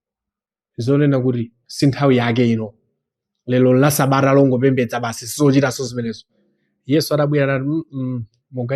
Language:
Nyanja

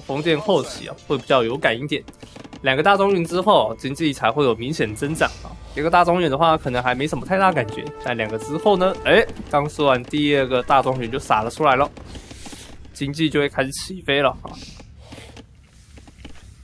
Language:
Chinese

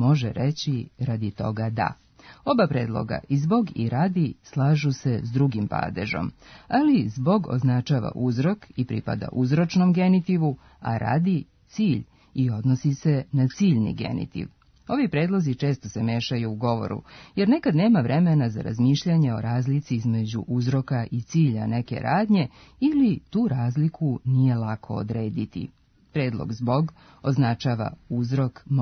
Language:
Serbian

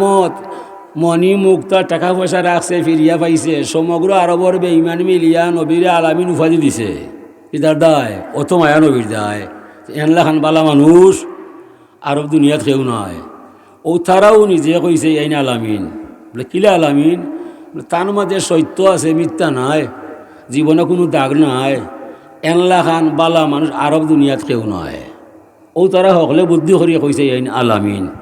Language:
Sylheti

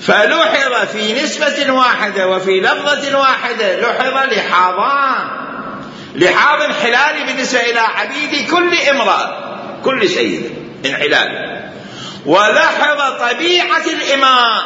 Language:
Mesopotamian Arabic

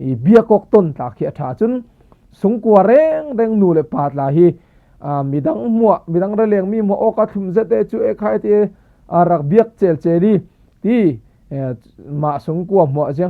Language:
Falam Chin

